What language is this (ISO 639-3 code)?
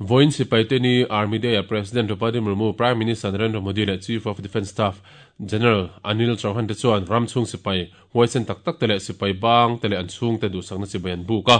lus